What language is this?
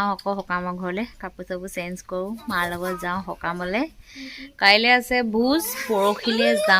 Assamese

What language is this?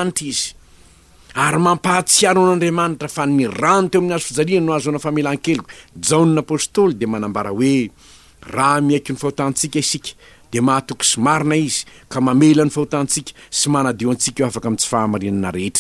Malagasy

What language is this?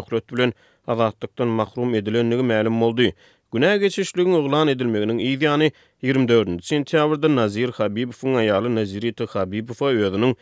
Turkmen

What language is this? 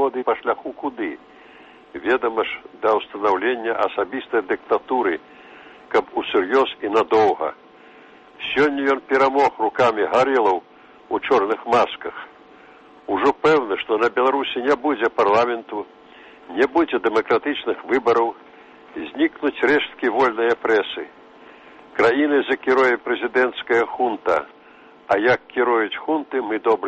Belarusian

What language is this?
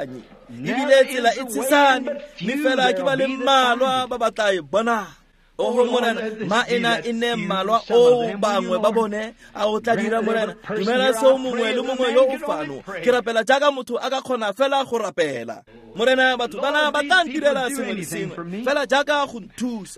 Tswana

